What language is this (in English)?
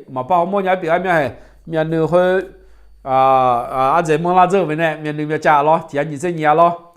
Akha